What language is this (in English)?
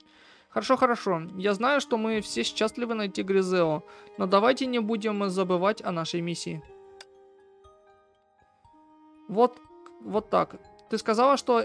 Russian